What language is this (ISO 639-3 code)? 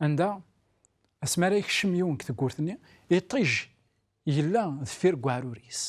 kab